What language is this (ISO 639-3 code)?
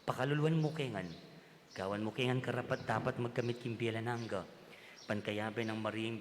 pam